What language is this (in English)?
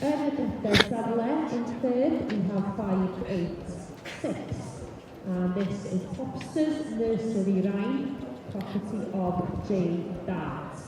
Welsh